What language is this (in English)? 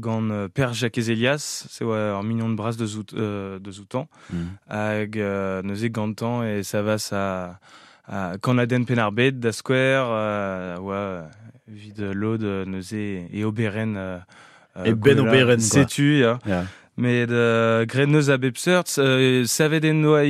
Breton